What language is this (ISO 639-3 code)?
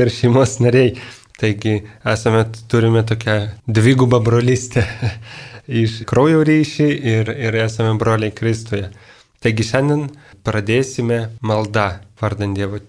lit